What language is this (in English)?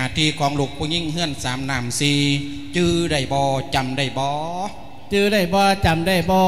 Lao